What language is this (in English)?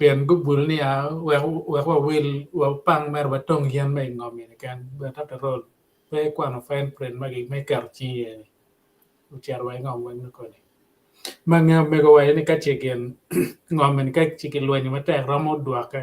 Acoli